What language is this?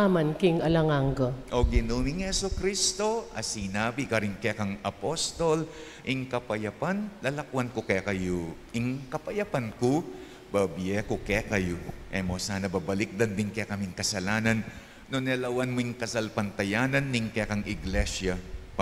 Pampanga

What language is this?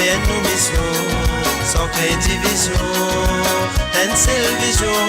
Morisyen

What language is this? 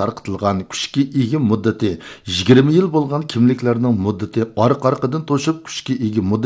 Uyghur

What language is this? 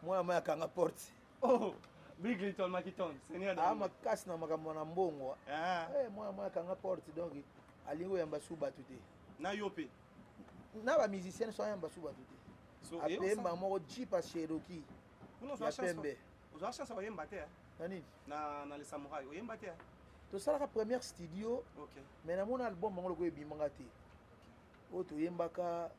Lingala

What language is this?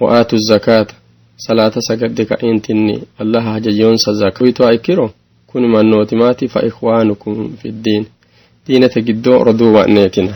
Sidamo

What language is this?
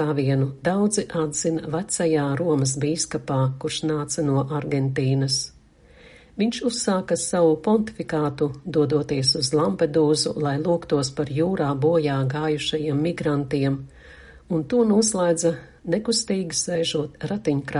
Latvian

